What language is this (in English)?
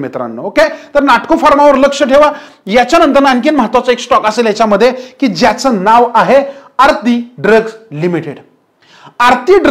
Marathi